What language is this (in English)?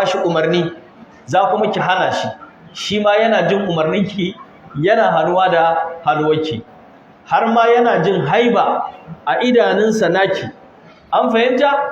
Hausa